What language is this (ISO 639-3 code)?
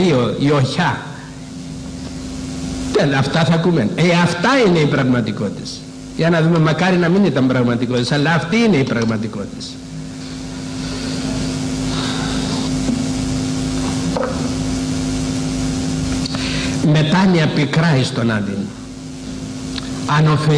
ell